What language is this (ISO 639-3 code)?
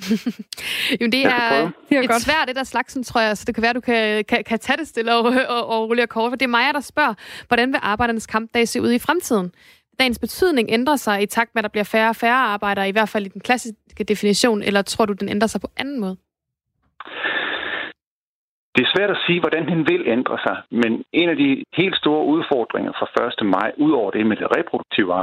dan